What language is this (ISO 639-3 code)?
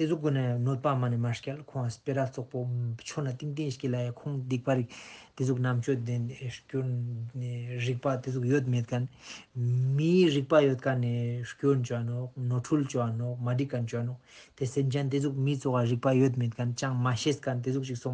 lbj